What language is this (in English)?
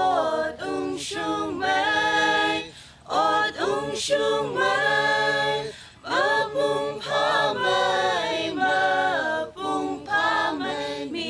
Tangkhul Naga (India)